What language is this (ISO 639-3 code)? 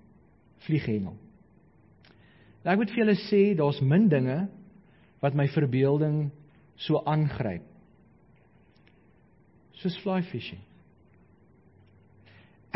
afr